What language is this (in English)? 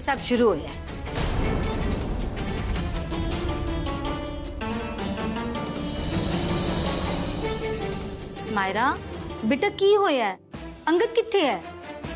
Punjabi